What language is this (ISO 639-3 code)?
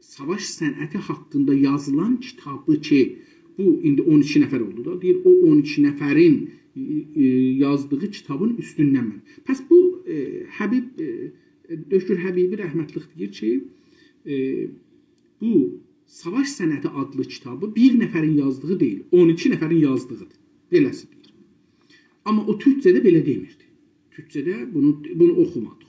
azb